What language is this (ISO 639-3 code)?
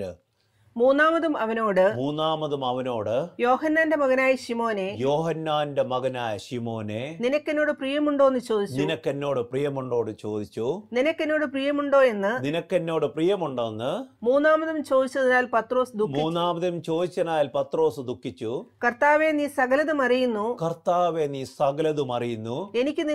mal